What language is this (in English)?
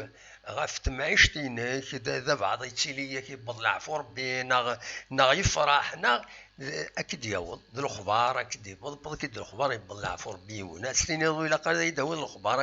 Kabyle